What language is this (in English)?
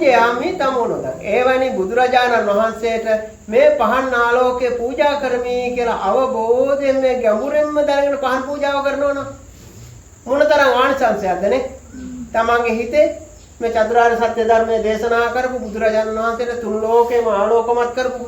Sinhala